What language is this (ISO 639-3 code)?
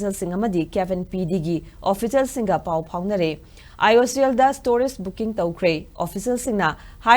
mni